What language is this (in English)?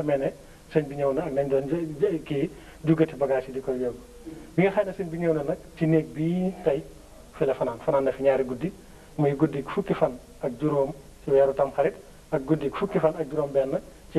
Wolof